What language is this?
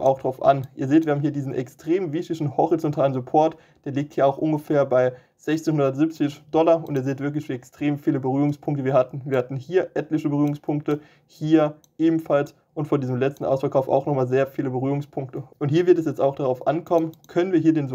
German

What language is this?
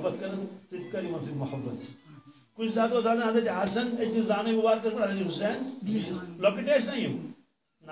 Kashmiri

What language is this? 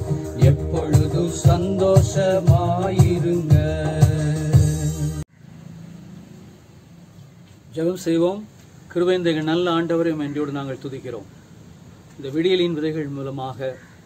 Tamil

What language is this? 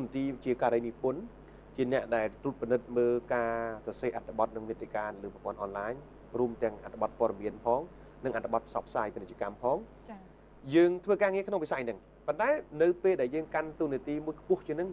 Khmer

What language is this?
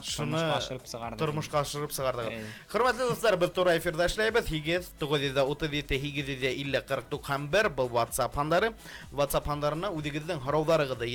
Bashkir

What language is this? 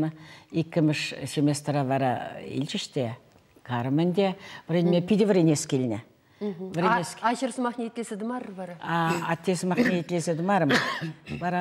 Chuvash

